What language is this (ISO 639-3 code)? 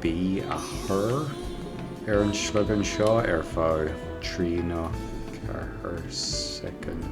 gle